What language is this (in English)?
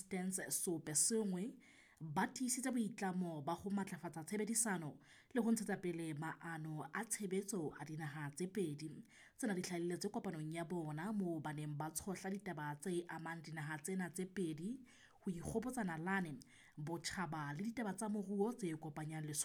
Southern Sotho